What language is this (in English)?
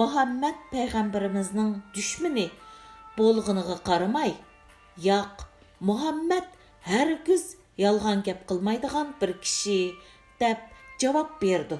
Uyghur